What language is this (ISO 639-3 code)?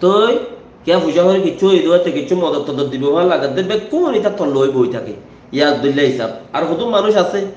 rhg